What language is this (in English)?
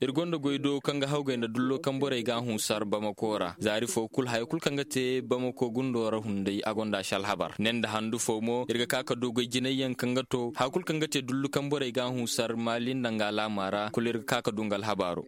Koyraboro Senni